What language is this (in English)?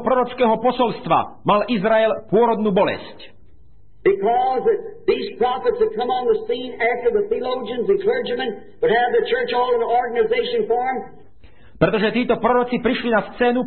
Slovak